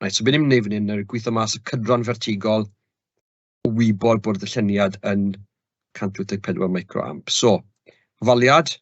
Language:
Welsh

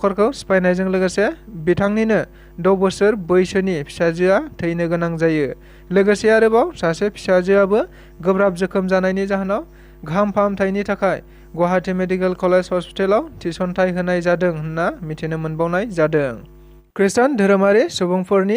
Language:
Bodo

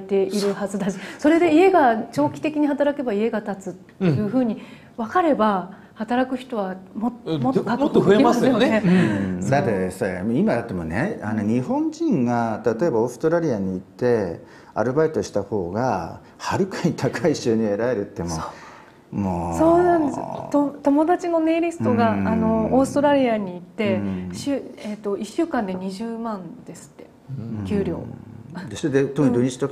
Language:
Japanese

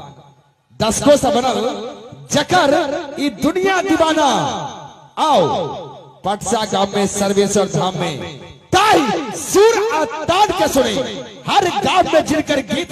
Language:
Maithili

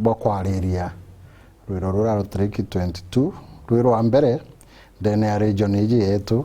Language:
Meru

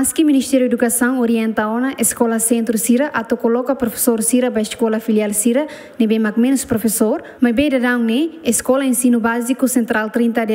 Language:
Tetum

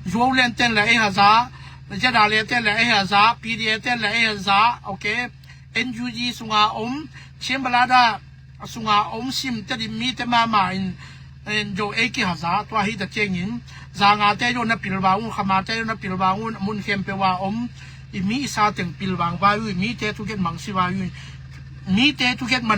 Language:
Tedim Chin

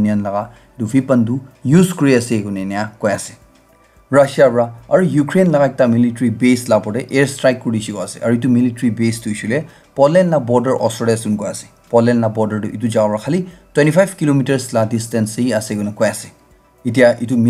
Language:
Naga Pidgin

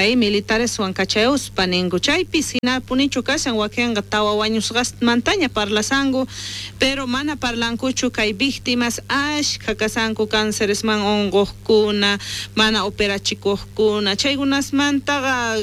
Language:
South Bolivian Quechua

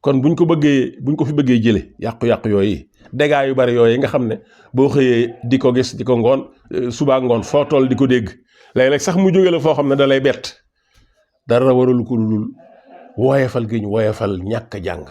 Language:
Wolof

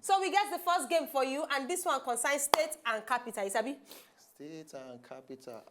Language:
Nigerian Pidgin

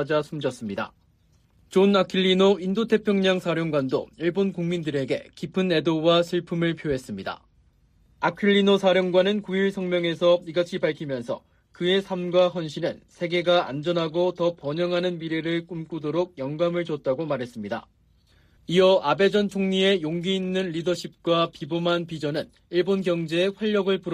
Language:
Korean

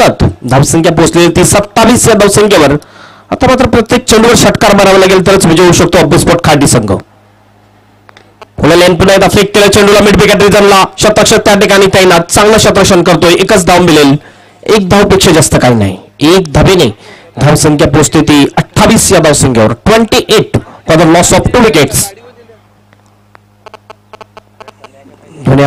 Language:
Marathi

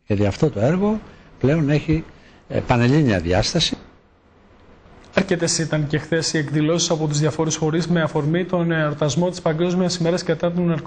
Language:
Greek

